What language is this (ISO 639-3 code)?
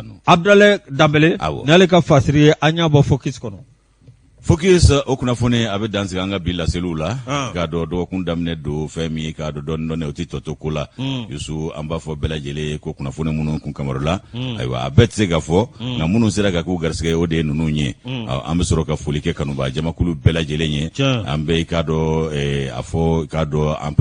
bam